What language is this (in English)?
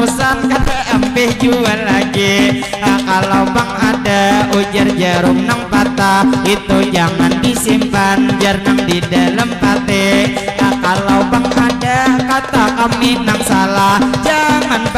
Banjar